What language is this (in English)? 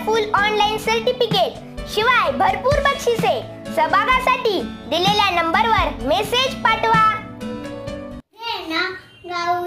Marathi